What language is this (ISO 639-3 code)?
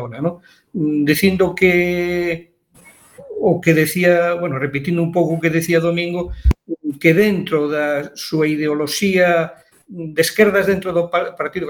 glg